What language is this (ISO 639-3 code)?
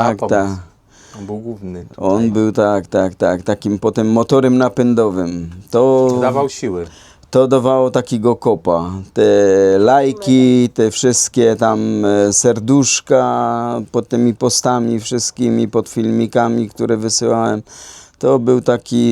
szl